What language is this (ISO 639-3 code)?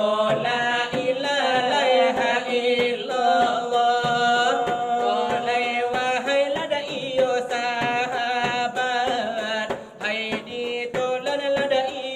min